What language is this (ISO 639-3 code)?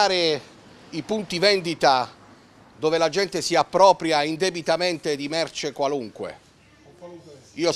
ita